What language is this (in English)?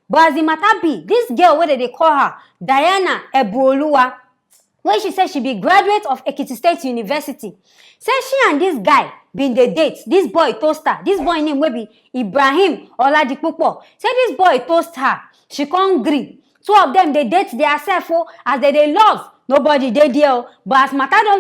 Nigerian Pidgin